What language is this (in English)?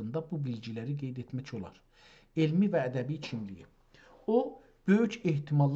South Azerbaijani